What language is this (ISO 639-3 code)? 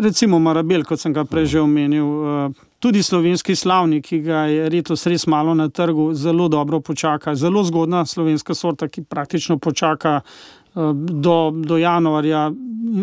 slv